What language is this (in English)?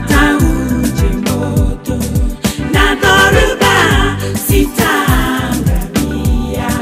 Swahili